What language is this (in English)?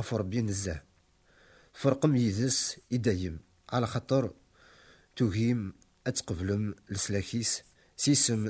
Kabyle